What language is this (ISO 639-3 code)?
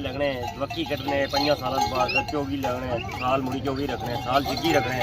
phr